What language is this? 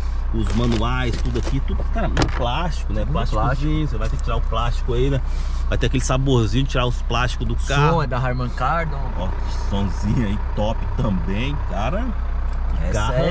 Portuguese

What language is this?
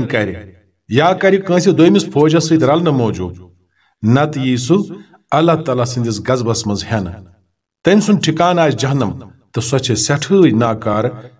Kashmiri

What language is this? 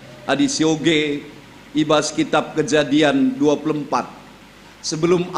Batak Karo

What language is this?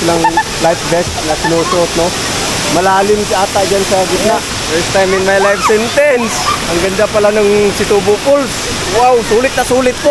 Filipino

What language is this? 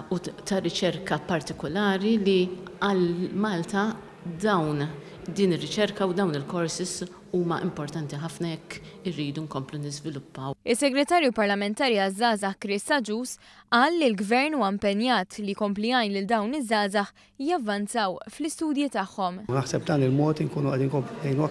Maltese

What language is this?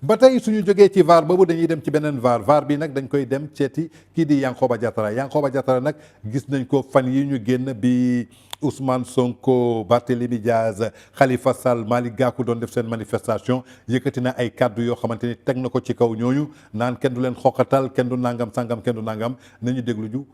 Wolof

